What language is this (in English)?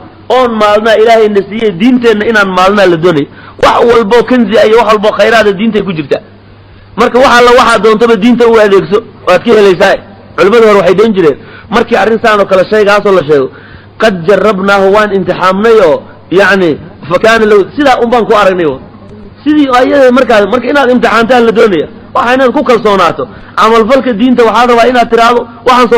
Somali